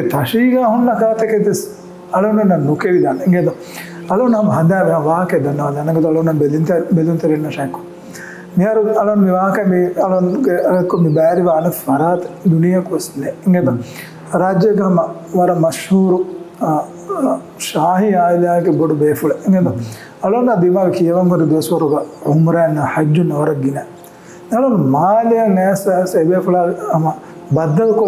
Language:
Divehi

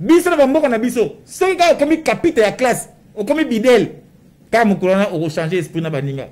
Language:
Lingala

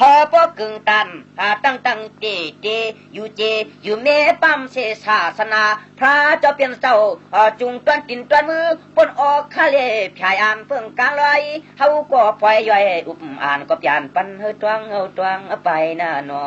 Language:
Shan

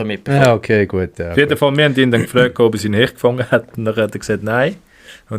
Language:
Swiss German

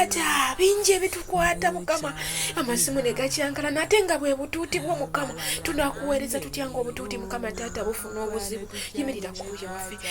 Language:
Ganda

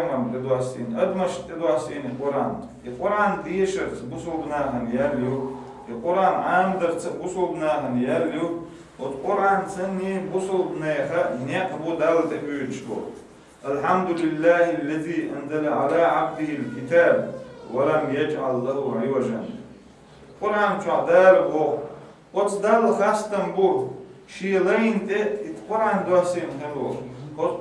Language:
Chechen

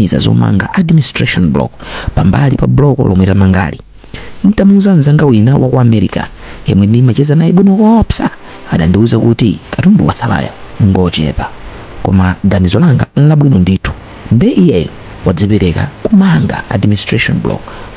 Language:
Nyanja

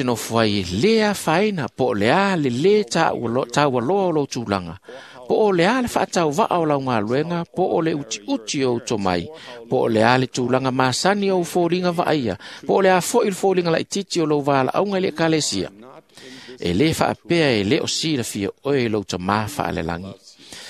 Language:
Samoan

